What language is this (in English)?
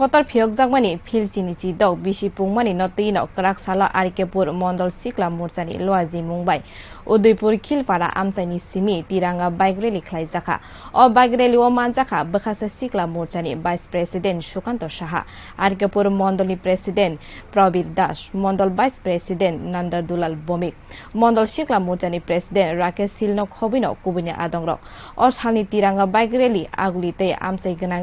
Kok Borok